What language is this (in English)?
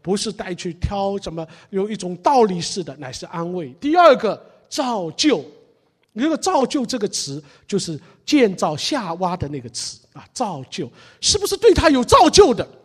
Chinese